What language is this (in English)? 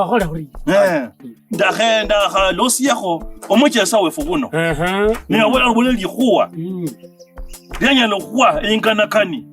Kabras